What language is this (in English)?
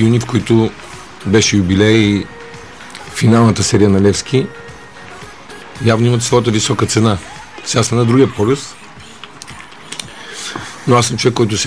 Bulgarian